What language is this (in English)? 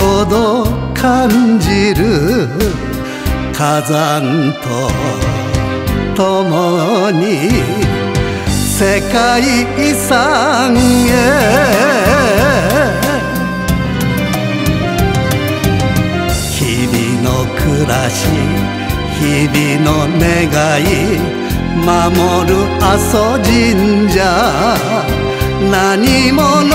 Japanese